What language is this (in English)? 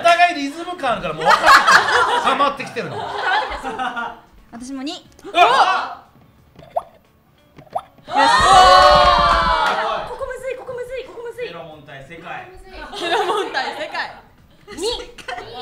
Japanese